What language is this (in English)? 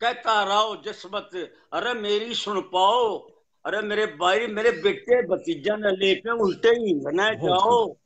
Haryanvi